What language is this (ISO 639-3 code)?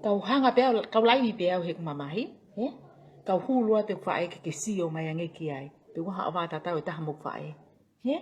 ton